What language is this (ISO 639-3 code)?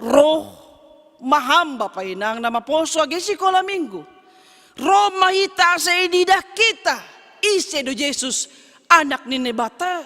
bts